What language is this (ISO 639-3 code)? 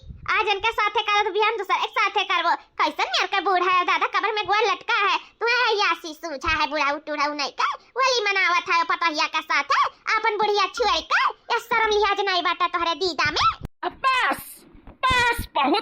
awa